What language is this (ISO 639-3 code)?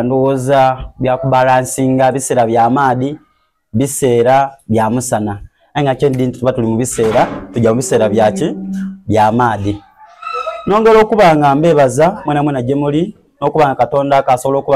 xog